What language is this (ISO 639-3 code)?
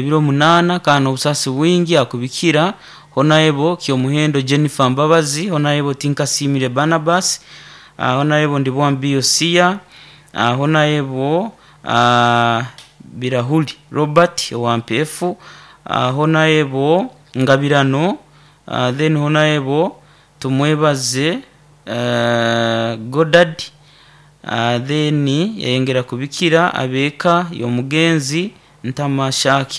nyo